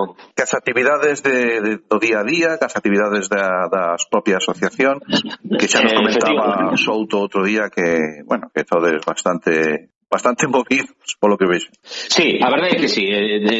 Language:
Galician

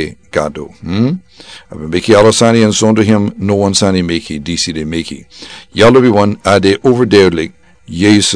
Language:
Sranan Tongo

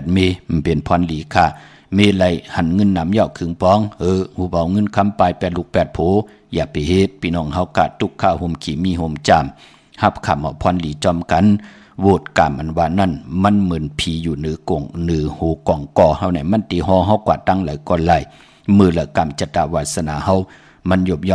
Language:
Shan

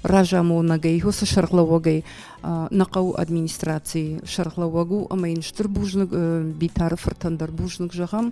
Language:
Ossetic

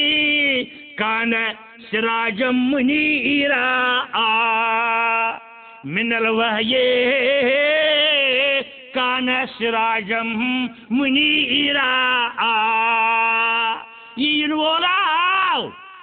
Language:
Kashmiri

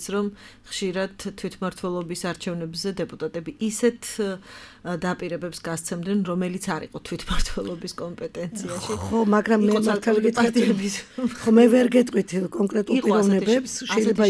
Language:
Georgian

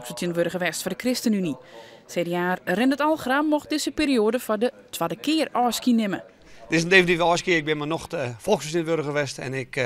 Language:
Western Frisian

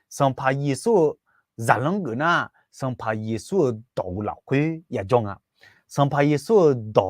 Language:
Akha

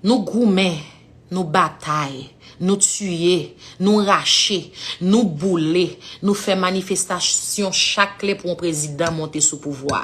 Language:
Haitian Creole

